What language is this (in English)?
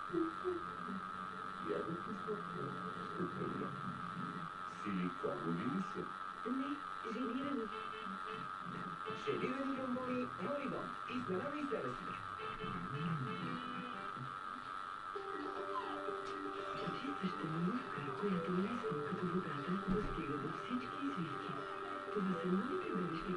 Bulgarian